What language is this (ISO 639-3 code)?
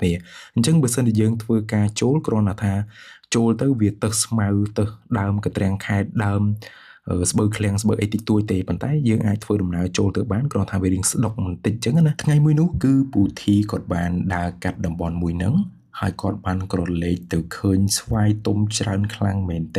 khm